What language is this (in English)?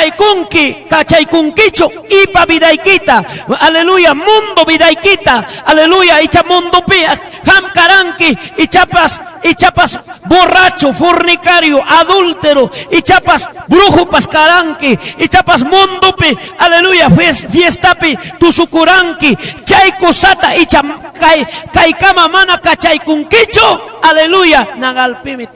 Ayacucho Quechua